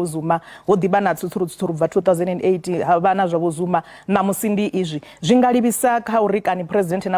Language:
Venda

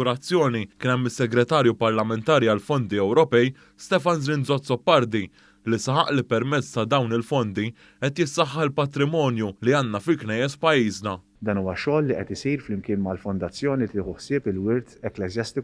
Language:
Maltese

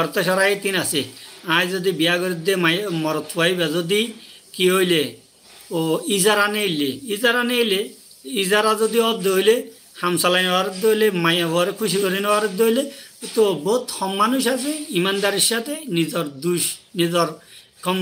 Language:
Rohingya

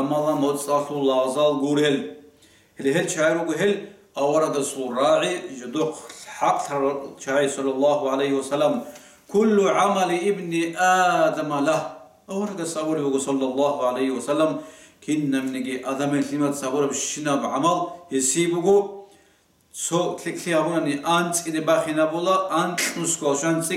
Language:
Avaric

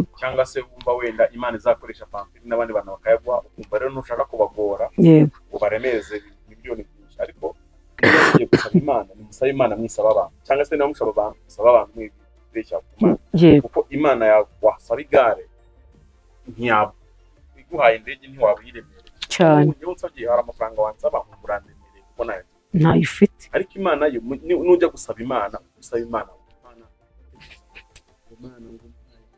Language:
Kinyarwanda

